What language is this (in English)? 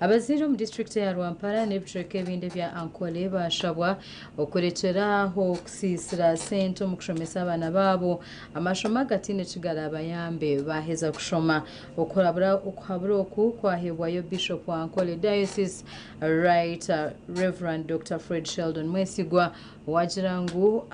Nyankole